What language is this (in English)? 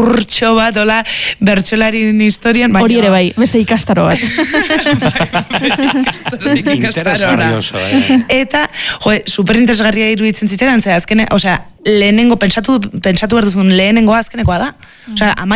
Basque